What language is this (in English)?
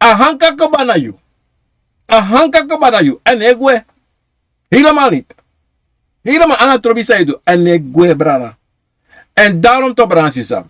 Sranan Tongo